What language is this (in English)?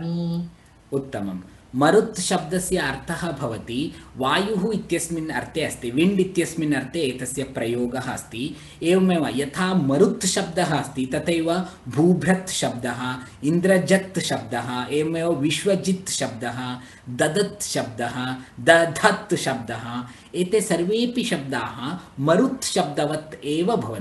Sanskrit